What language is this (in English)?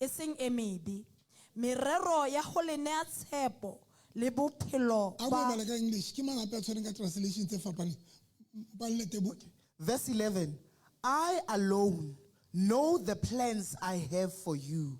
Southern Sotho